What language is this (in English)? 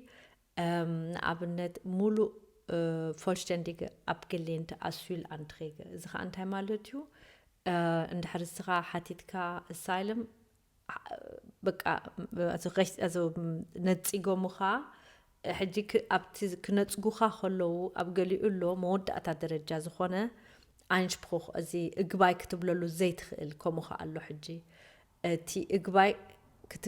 Tigrinya